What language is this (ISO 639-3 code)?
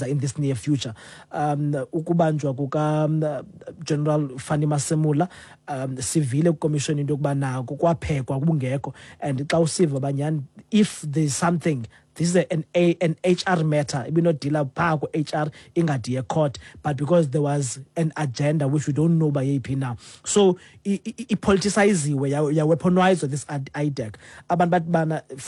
xho